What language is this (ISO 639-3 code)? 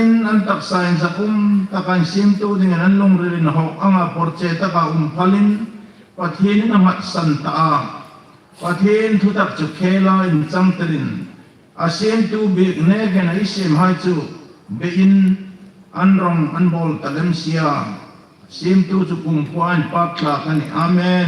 hmr